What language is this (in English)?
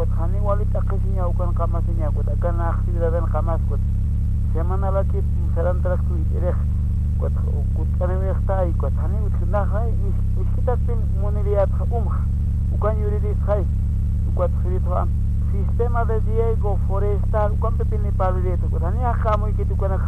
Aymara